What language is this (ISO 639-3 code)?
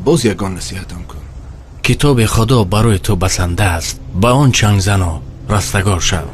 tgk